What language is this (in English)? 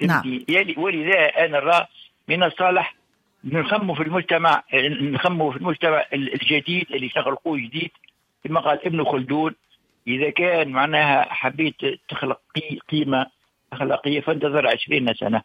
Tunisian Arabic